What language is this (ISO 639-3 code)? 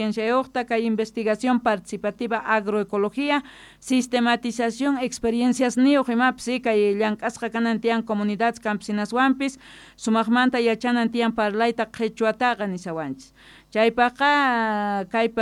quh